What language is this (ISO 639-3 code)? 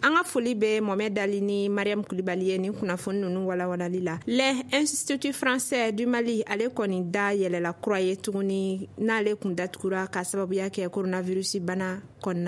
bam